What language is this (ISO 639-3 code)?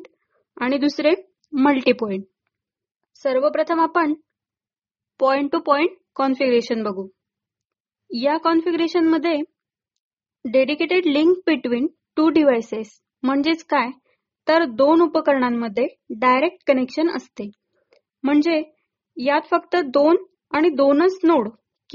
mar